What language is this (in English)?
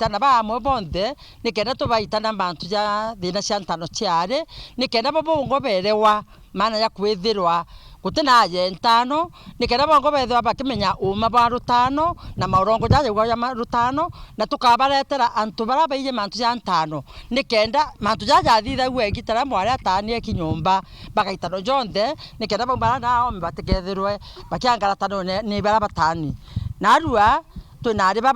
Meru